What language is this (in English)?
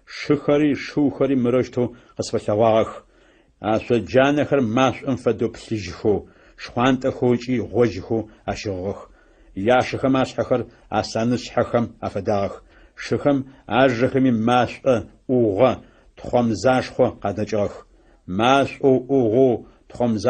Adyghe